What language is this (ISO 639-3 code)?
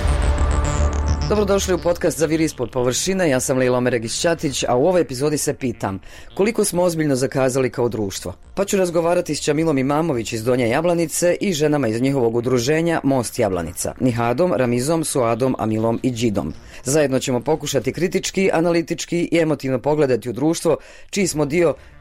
bos